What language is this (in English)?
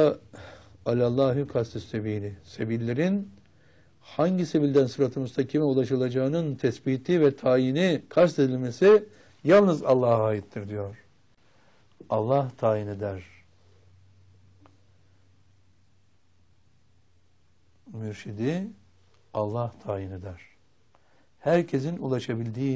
Turkish